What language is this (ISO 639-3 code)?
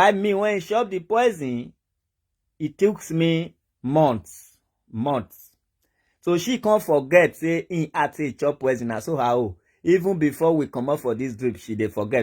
pcm